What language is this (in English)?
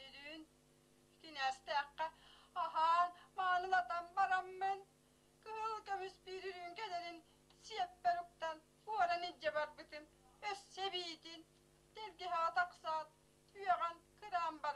Yakut